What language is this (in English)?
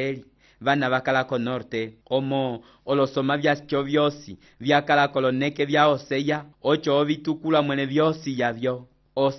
Umbundu